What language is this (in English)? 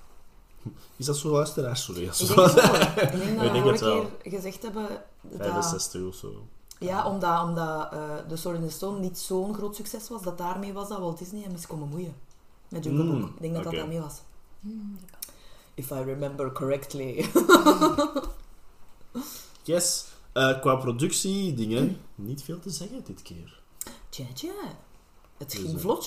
Dutch